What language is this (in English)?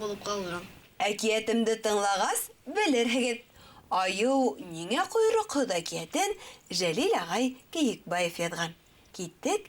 Bashkir